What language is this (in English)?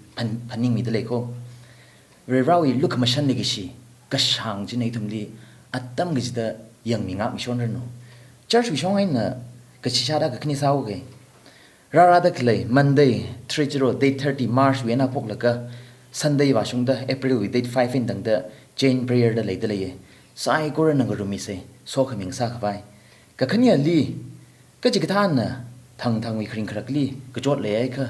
Tangkhul Naga (India)